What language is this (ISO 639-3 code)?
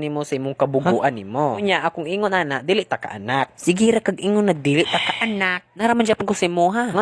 ceb